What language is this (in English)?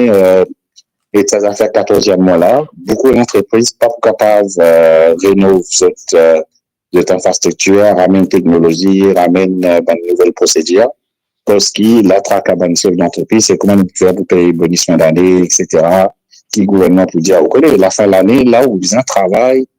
Morisyen